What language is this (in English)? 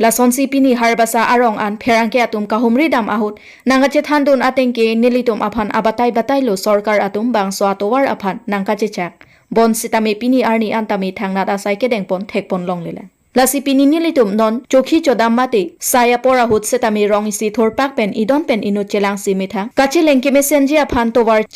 Karbi